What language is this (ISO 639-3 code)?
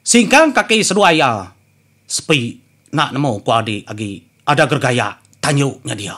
iba